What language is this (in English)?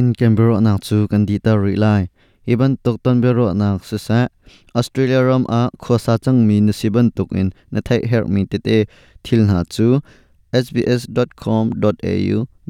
Hakha Chin